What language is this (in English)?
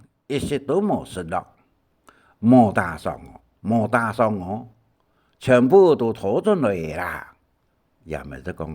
Hakka Chinese